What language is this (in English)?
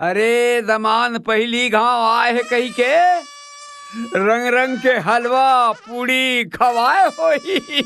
Chhattisgarhi